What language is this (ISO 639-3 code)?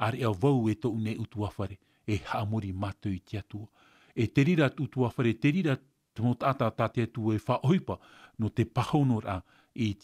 tah